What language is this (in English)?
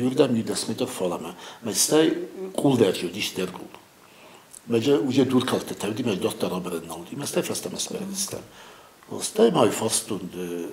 Ossetic